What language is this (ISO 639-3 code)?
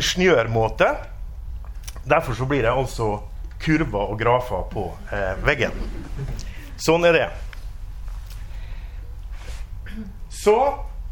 nor